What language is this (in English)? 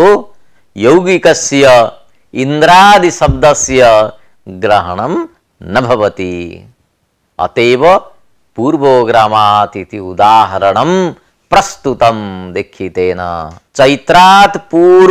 Sanskrit